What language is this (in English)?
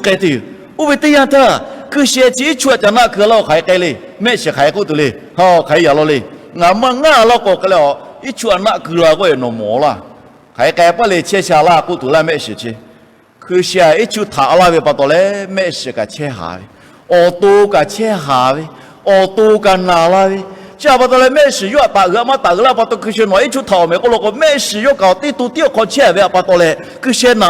Lahu